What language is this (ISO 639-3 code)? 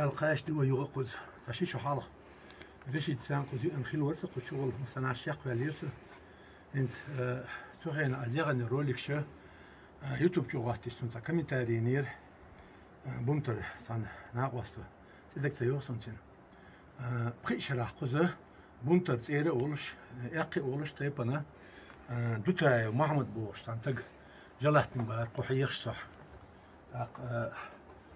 che